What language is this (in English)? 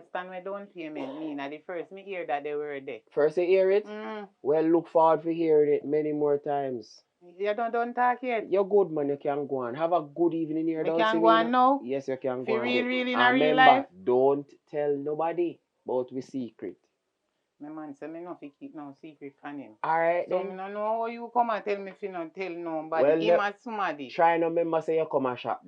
Jamaican Creole English